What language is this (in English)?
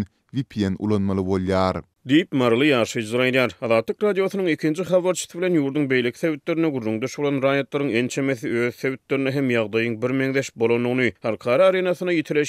Turkmen